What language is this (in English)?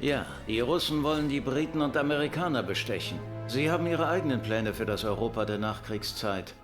Bavarian